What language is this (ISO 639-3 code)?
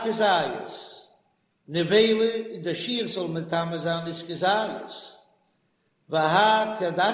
yid